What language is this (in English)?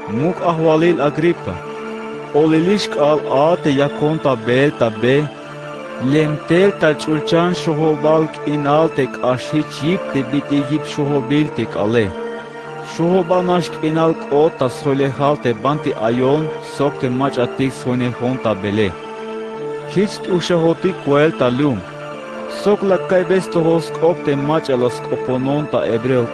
Tzeltal